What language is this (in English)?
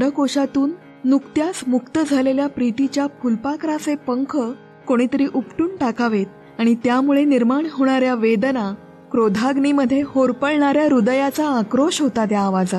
Marathi